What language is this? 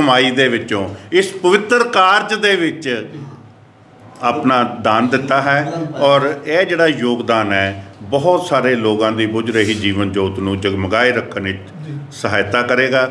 Punjabi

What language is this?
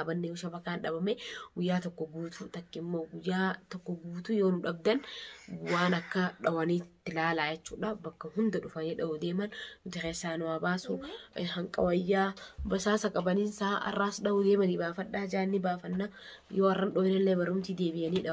Oromo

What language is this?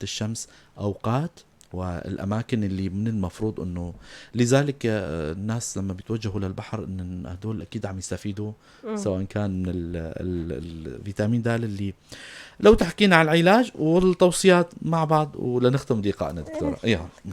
North Levantine Arabic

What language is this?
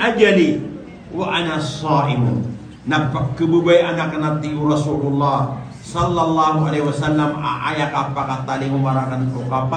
Maranao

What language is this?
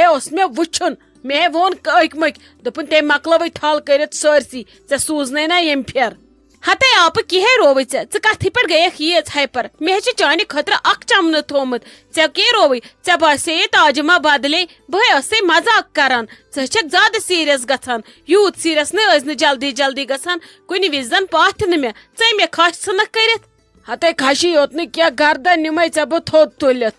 Kashmiri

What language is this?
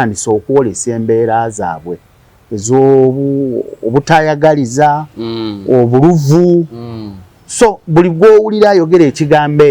Ganda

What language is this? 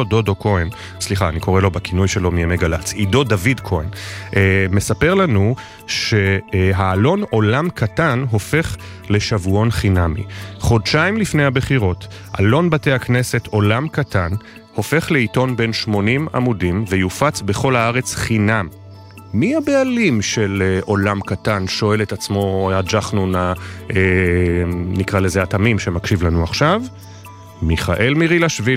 Hebrew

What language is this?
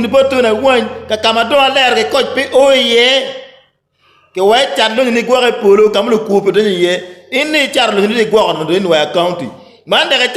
Acoli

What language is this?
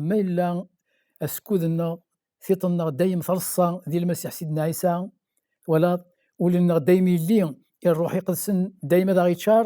Kabyle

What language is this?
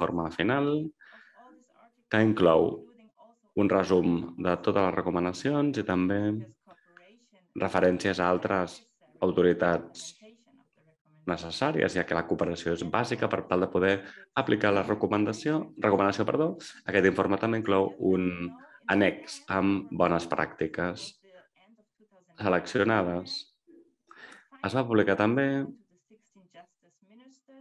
Catalan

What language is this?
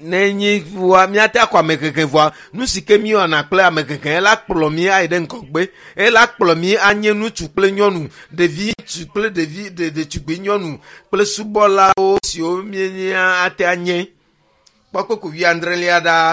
Ewe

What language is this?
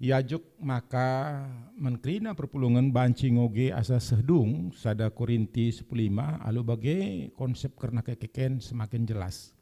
Batak Karo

